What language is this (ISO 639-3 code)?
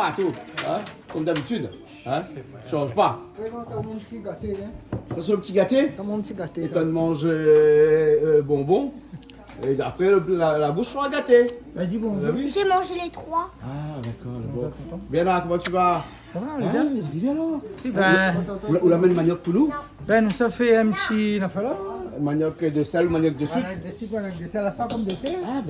rcf